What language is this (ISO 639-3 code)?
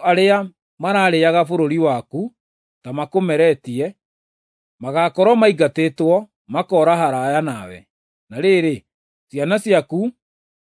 kik